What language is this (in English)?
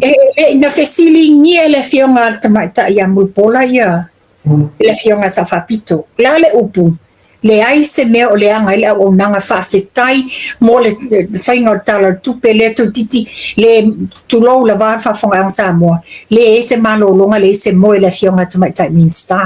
Samoan